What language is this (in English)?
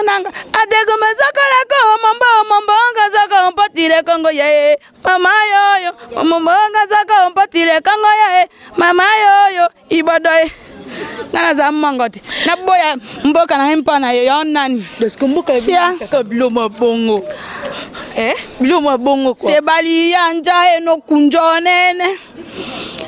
Lingala